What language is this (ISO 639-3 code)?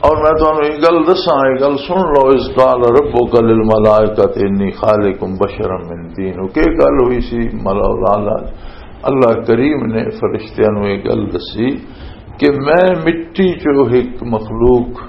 lah